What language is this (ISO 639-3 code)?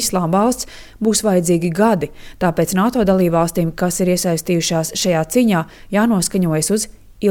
lav